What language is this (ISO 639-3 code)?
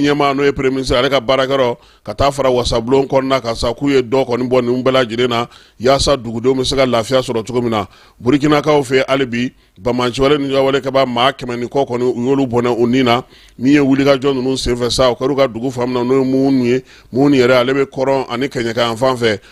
bam